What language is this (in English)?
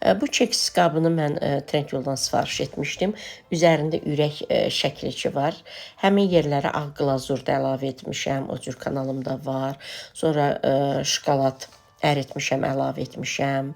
Azerbaijani